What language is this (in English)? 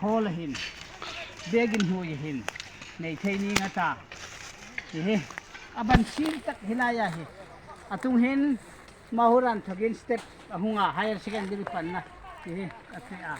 Hmar